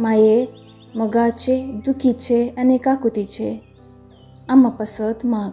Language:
Konkani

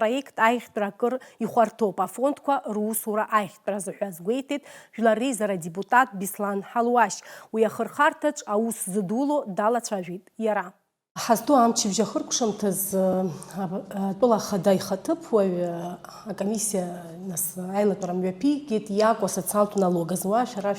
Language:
Abkhazian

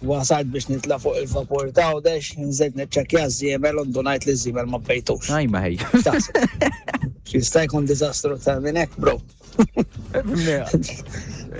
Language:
Maltese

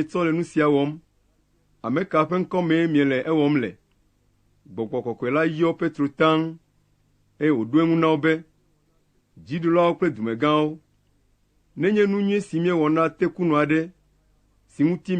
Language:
Ewe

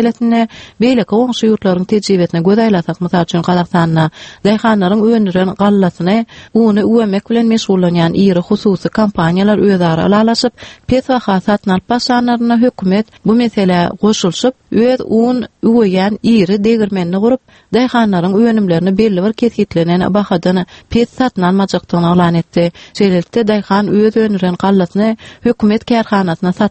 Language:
Turkmen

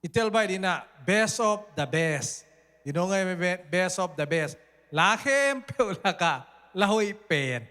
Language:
Tedim Chin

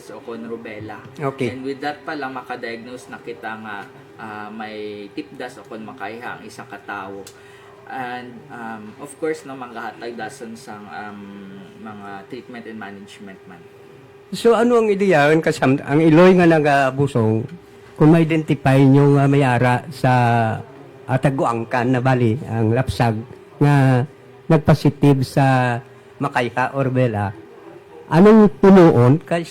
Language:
Hiligaynon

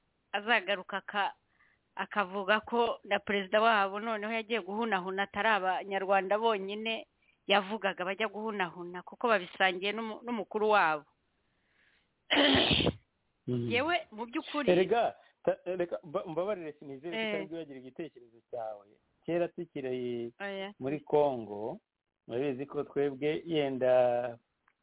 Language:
Kinyarwanda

